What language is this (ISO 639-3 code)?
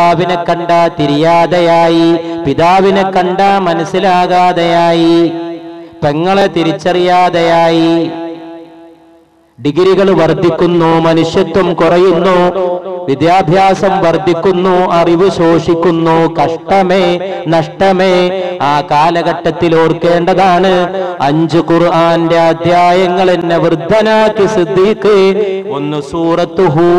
mal